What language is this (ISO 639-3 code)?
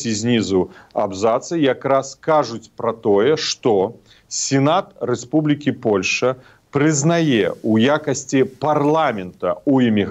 bel